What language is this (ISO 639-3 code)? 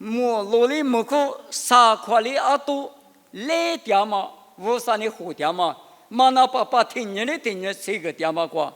lis